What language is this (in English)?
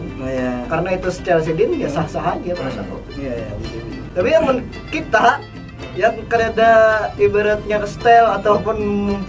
Banjar